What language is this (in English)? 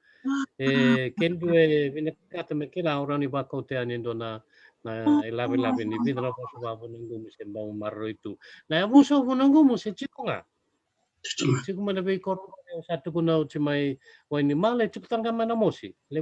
Fijian